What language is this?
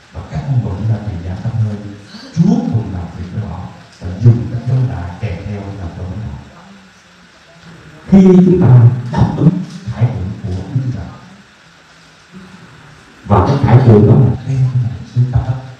Vietnamese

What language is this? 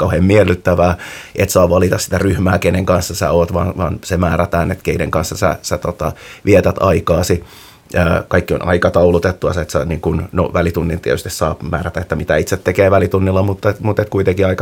Finnish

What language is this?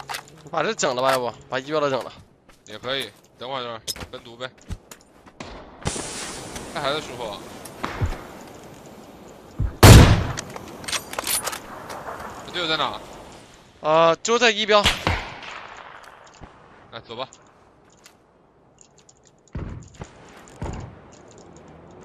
Chinese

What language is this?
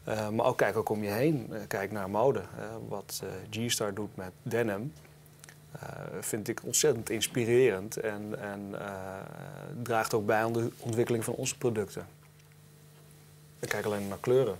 Dutch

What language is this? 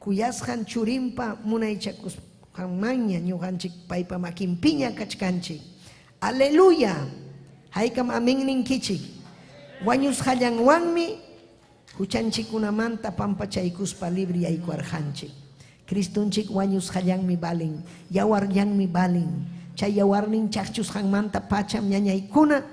Ayacucho Quechua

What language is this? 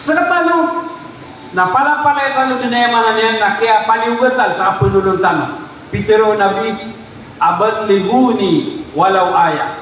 Maranao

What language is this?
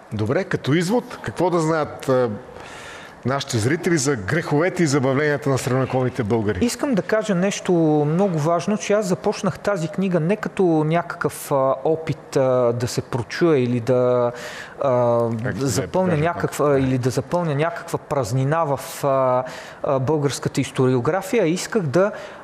Bulgarian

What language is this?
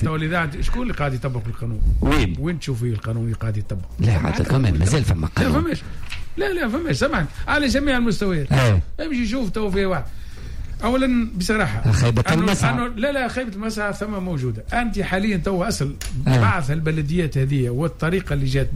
Tunisian Arabic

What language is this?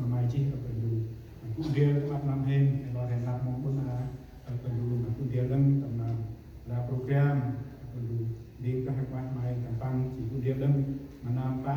Central Mnong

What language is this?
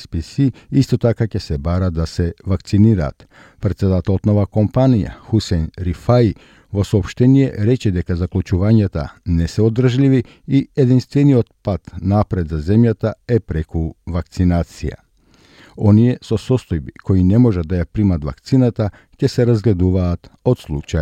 Macedonian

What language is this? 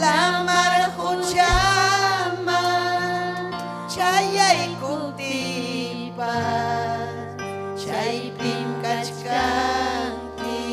Ayacucho Quechua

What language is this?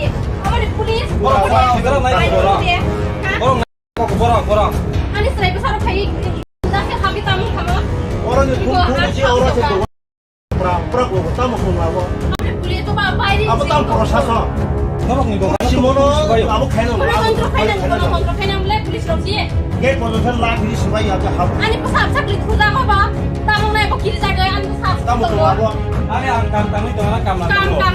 Kok Borok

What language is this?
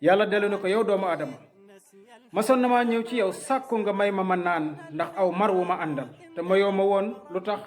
Wolof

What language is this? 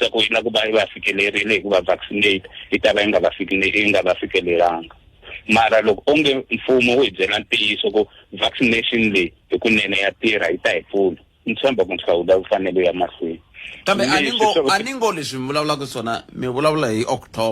Tsonga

